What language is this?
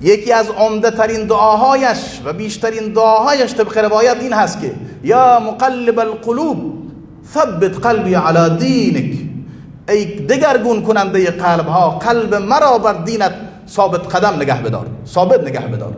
Persian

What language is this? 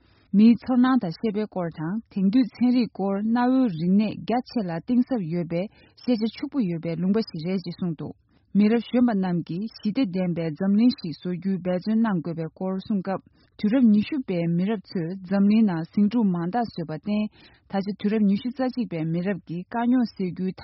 Tibetan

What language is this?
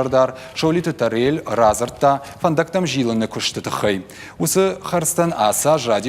Ossetic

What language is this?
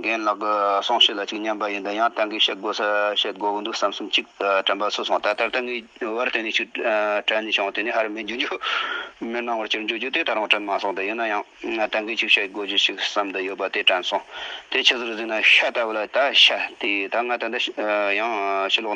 Tibetan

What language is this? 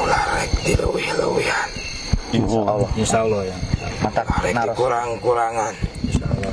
Sundanese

